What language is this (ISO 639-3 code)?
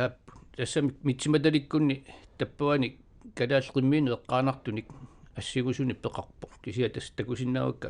kal